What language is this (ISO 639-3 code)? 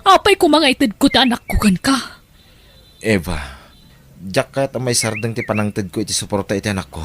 ilo